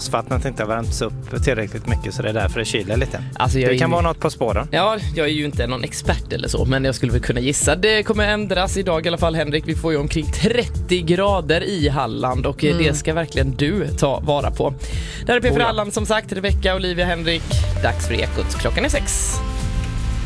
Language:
Swedish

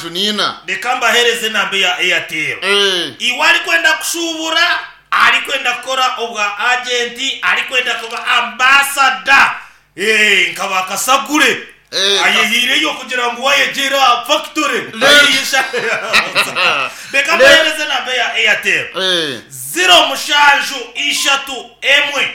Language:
Nyankole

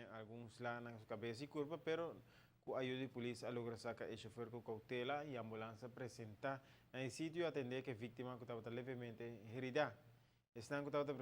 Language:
Papiamento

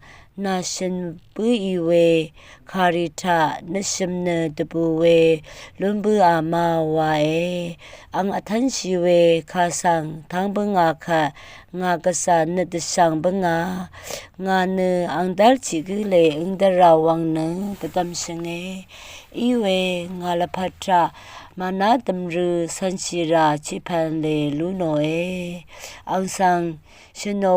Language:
Rawang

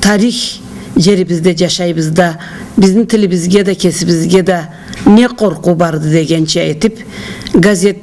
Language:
Karachay-Balkar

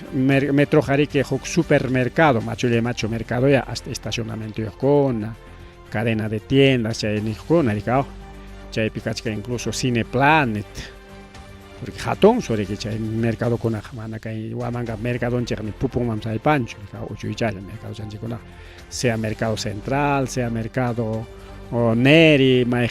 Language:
Ayacucho Quechua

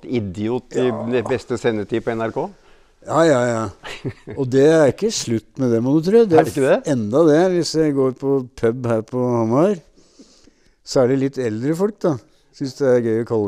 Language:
Norwegian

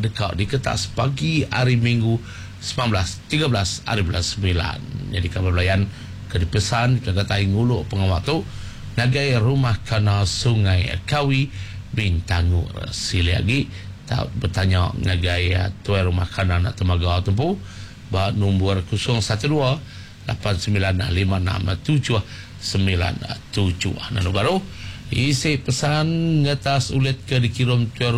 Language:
Iban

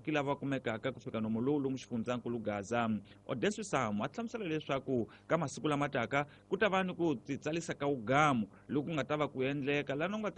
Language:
Tsonga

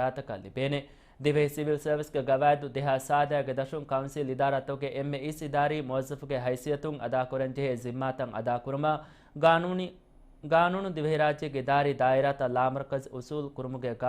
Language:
Divehi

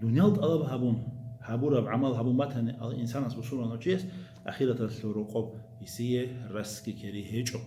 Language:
Avaric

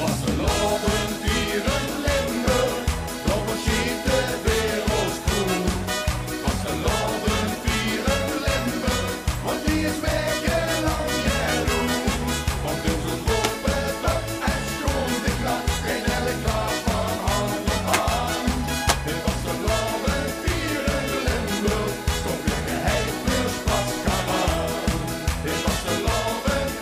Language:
Limburgish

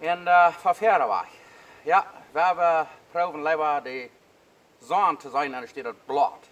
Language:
Plautdietsch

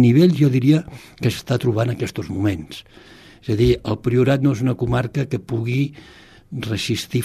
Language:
Catalan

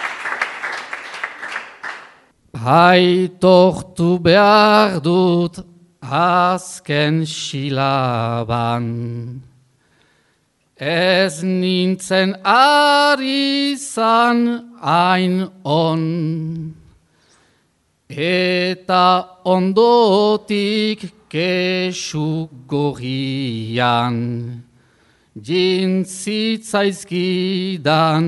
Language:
Basque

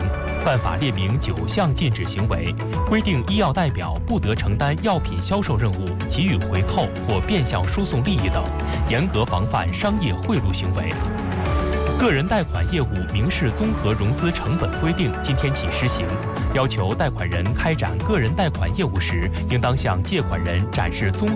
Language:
Chinese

